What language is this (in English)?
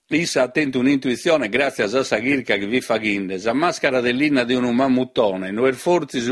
Sardinian